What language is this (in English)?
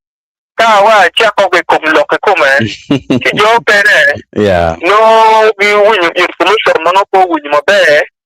Acoli